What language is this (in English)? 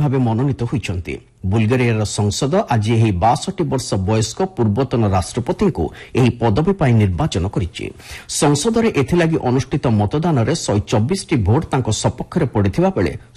Odia